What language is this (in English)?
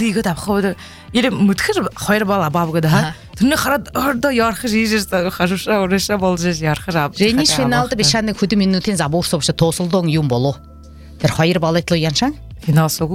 Buriat